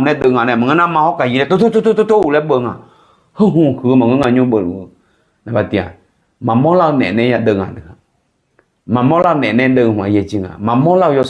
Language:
Akha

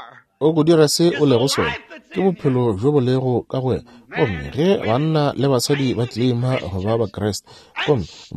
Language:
Northern Sotho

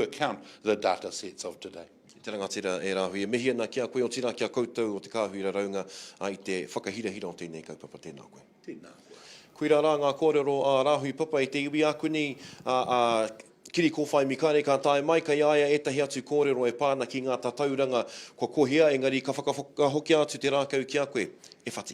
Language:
Māori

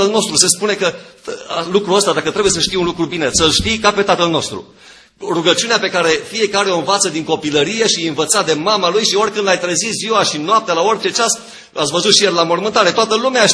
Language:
Romanian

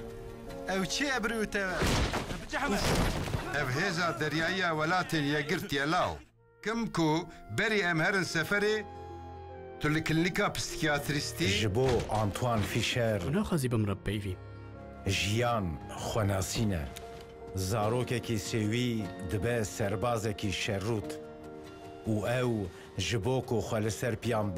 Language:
Kurdish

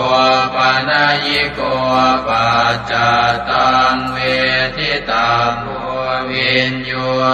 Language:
Pali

